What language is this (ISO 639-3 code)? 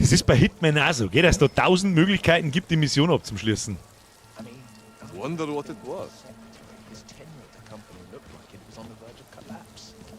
bar